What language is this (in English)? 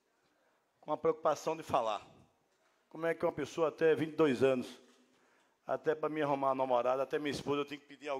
Portuguese